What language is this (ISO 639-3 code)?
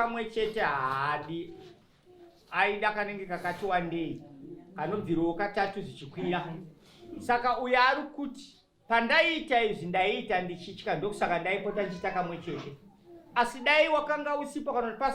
sna